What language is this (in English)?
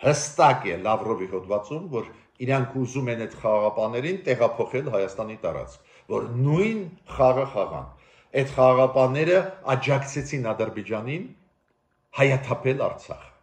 Armenian